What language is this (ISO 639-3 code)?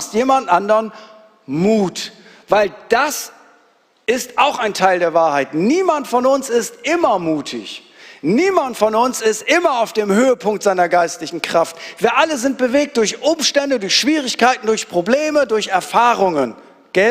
gsw